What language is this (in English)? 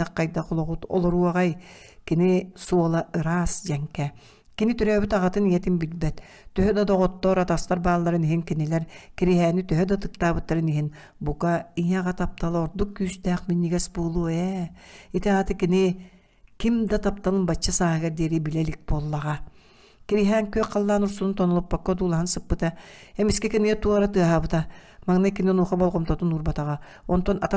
Yakut